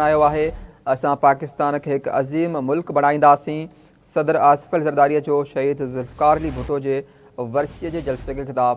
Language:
Sindhi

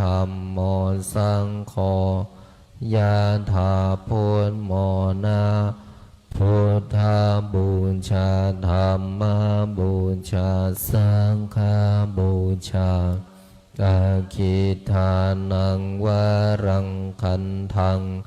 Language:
Pali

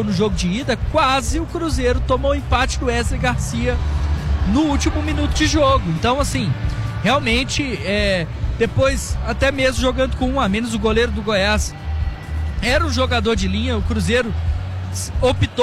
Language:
Portuguese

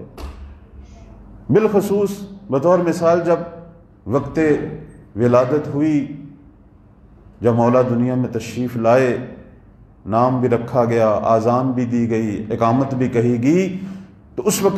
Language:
Urdu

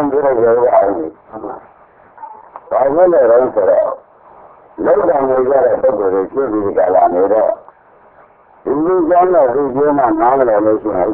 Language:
Burmese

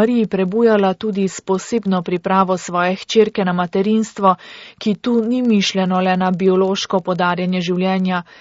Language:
Slovenian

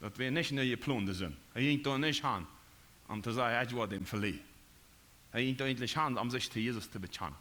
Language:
Plautdietsch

